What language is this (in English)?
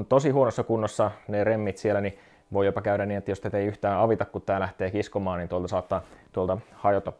Finnish